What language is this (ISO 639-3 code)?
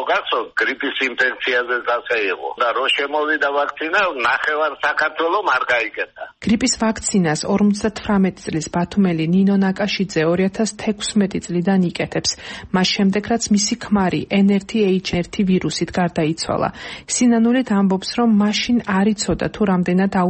kat